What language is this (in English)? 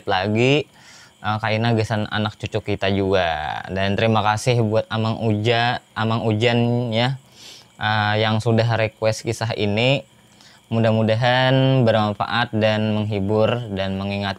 Banjar